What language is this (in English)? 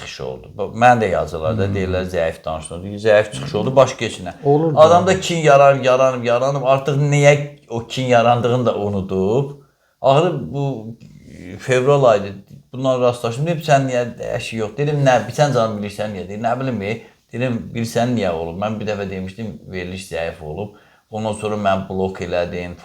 Azerbaijani